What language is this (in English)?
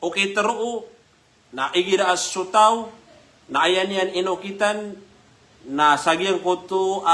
Maranao